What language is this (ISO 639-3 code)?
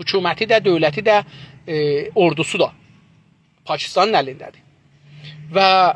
azb